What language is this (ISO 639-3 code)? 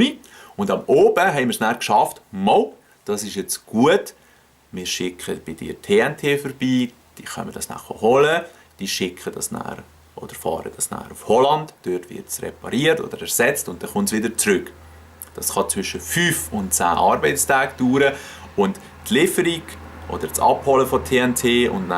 gsw